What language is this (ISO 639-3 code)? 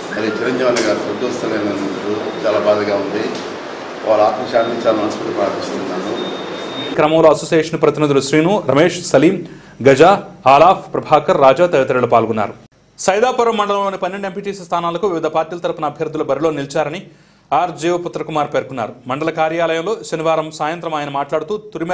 tel